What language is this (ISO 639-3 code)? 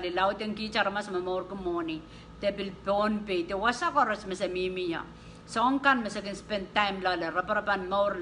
pon